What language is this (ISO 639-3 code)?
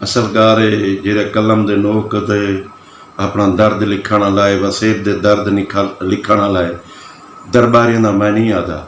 skr